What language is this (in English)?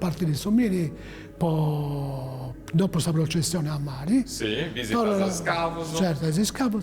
Sardinian